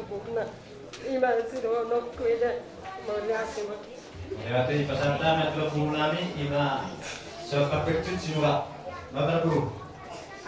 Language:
Batak Toba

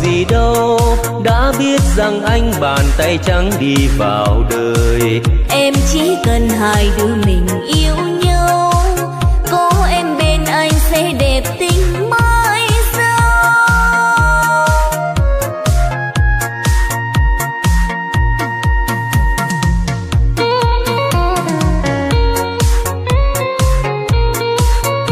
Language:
Vietnamese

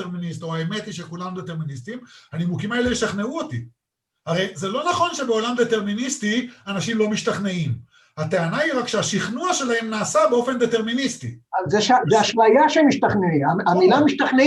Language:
Hebrew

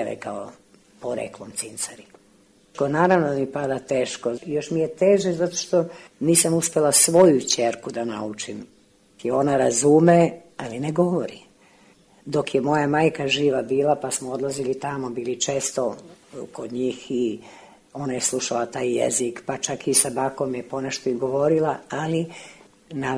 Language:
Serbian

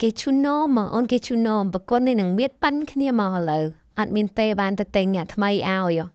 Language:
Khmer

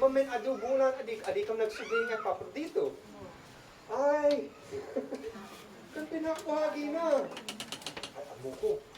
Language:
Isnag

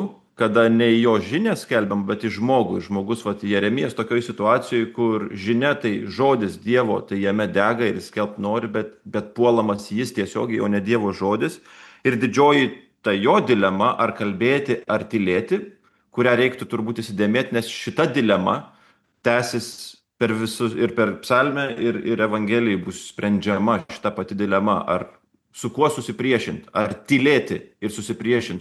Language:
Lithuanian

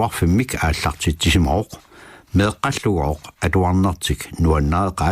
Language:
Kalaallisut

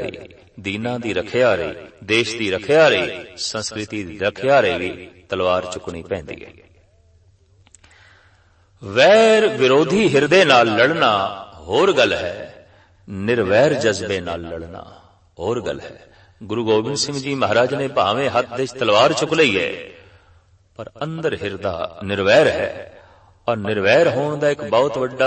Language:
Punjabi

